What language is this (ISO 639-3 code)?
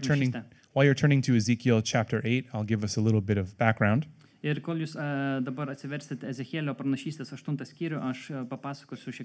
lit